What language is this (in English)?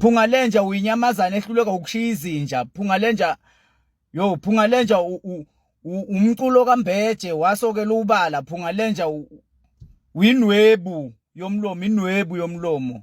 Zulu